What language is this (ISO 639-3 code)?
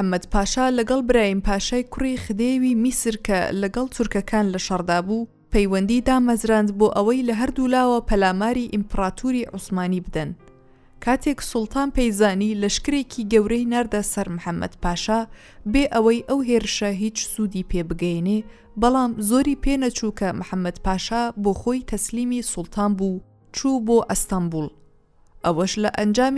ckb